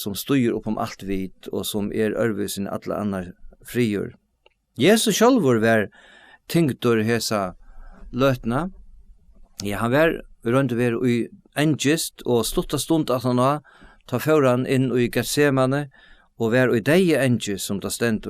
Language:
Faroese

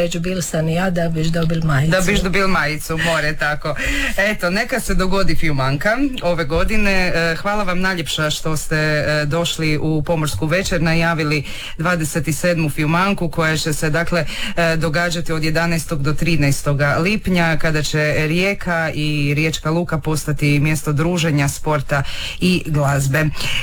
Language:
Croatian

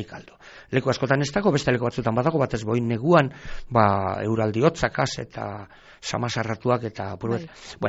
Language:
Basque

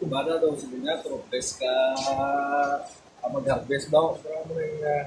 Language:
Cebuano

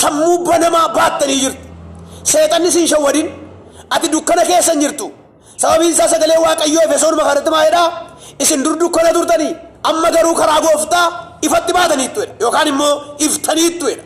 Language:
Oromo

